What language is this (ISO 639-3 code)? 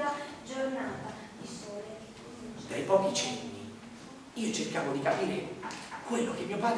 ita